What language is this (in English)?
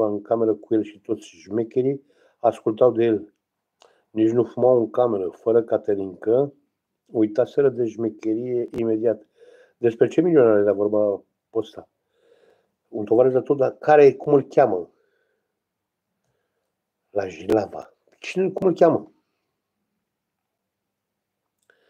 Romanian